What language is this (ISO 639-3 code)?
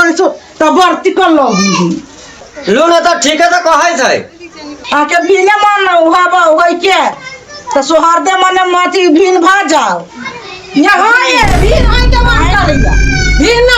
mai